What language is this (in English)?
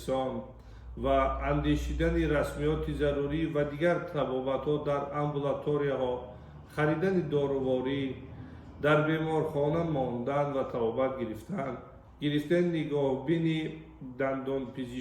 Tajik